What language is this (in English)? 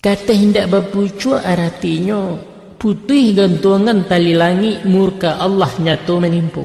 Minangkabau